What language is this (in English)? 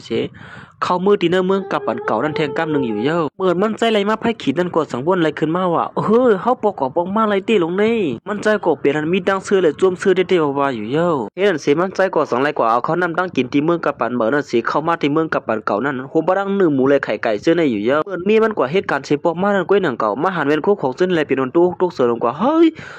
Shan